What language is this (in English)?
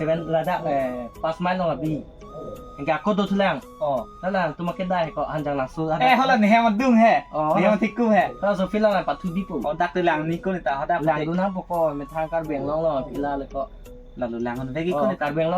Karbi